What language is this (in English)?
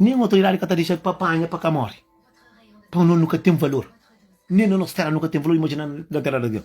Kabuverdianu